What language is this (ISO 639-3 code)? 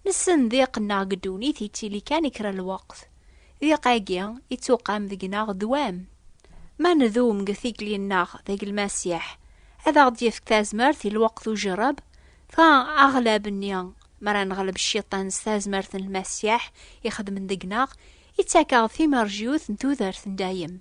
kab